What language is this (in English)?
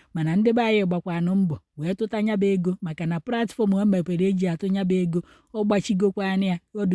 Igbo